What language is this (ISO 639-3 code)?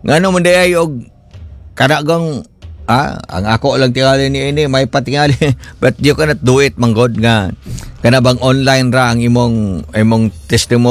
ceb